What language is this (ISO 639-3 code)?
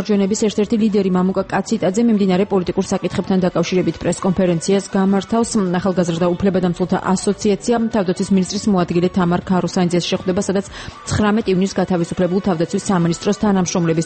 kat